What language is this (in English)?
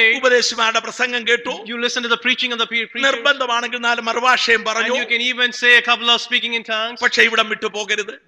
Malayalam